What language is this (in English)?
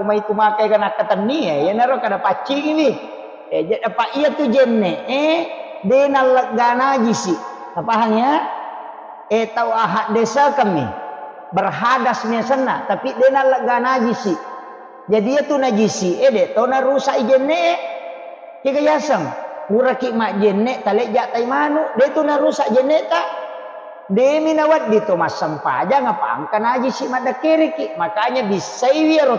Buginese